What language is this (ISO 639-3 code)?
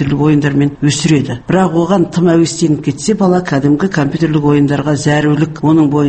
kaz